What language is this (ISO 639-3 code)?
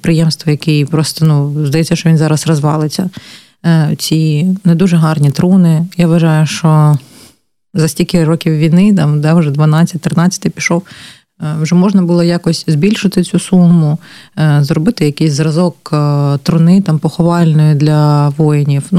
ukr